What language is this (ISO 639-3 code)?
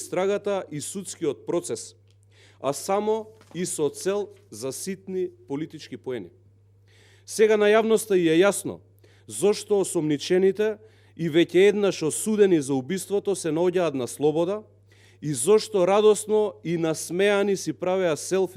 mkd